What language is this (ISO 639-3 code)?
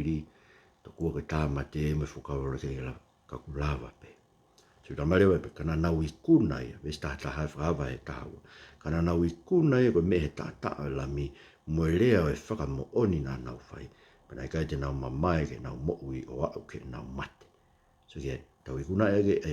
ton